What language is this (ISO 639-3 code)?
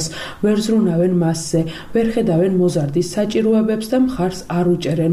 kat